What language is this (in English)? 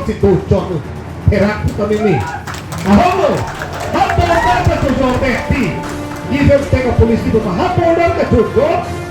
Karbi